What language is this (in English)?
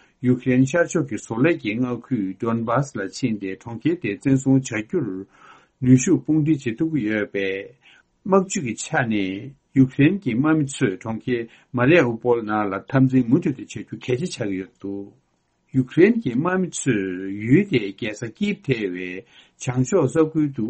Tibetan